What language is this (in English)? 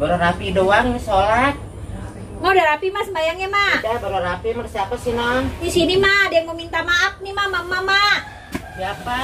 Betawi